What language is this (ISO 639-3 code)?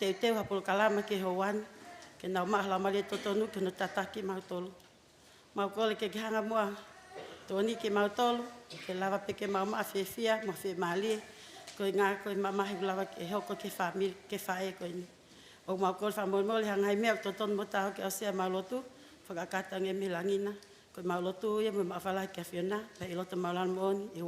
ton